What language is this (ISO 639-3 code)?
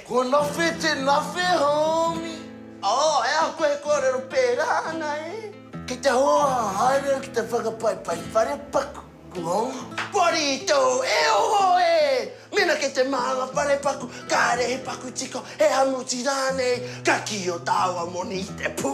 mri